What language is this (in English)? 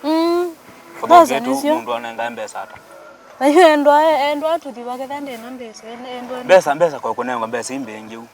Kamba